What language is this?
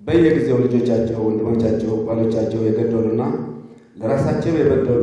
Amharic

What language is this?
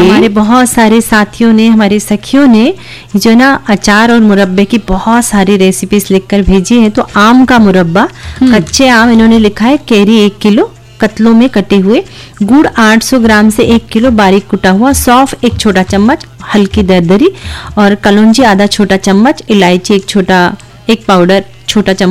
Hindi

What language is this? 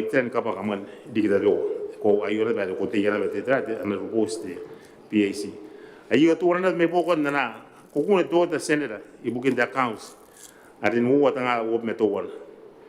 Gilbertese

